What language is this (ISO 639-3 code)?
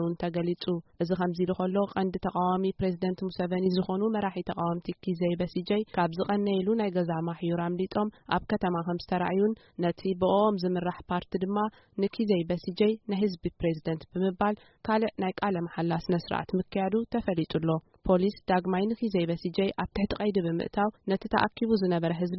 tir